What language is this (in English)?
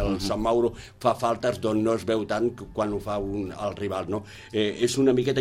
Catalan